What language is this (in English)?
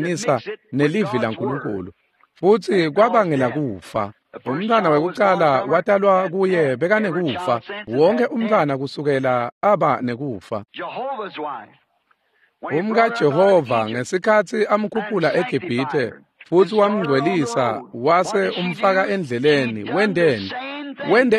Swati